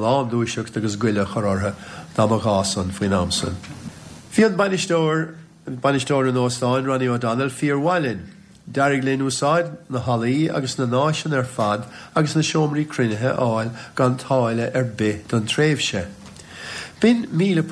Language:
Irish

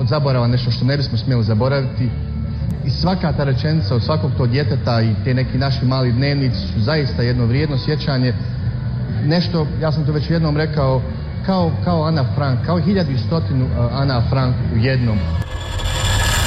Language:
Bosnian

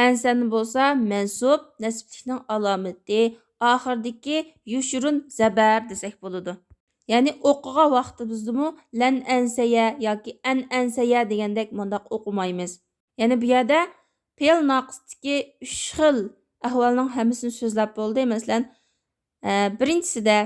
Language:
Uyghur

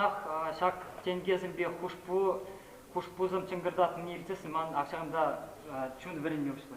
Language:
Chuvash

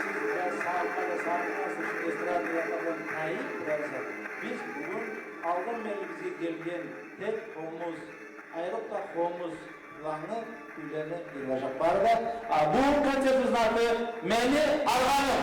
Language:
Kumyk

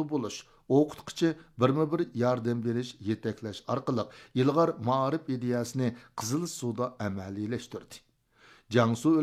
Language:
Uyghur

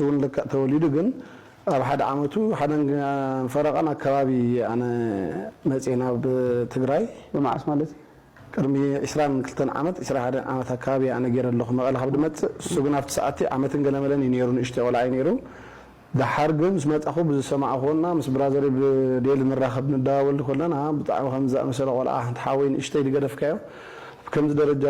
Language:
Tigrinya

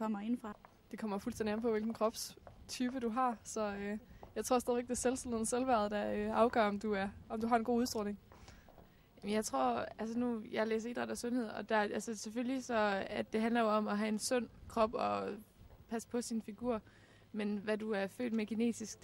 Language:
Danish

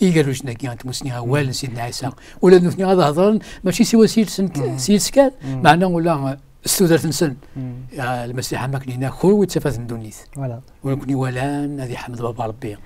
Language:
Kabyle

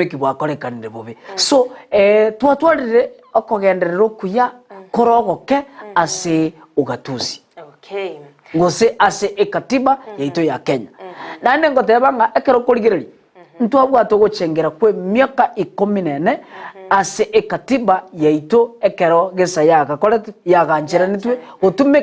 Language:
Gusii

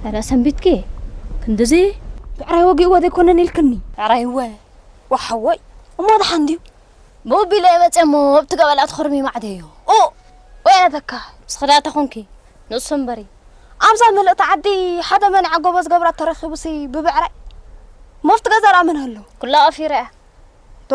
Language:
Tigrinya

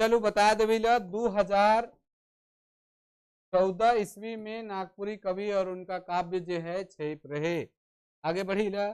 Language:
Sadri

